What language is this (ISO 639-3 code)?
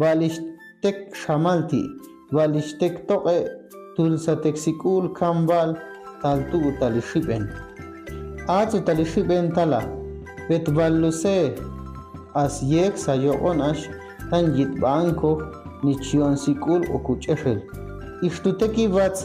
ixl